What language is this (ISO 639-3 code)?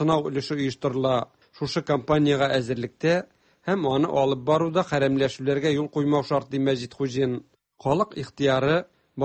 tat